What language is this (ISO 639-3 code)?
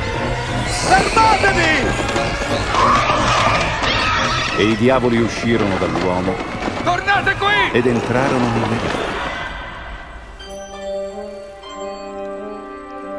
ita